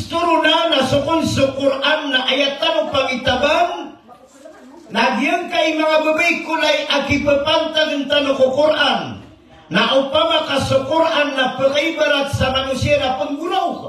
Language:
Maranao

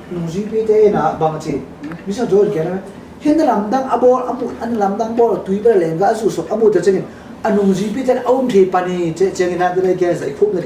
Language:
Tedim Chin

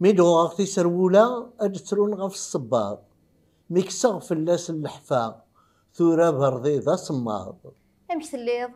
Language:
Kabyle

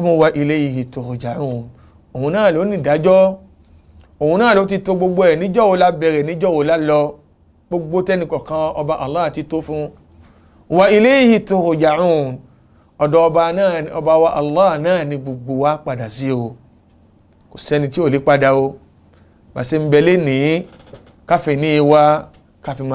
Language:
Yoruba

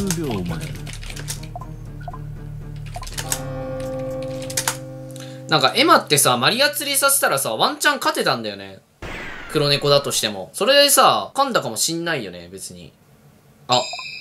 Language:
Japanese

